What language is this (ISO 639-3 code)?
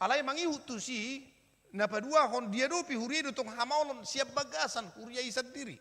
bbc